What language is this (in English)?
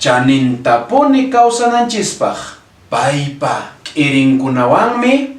Quechua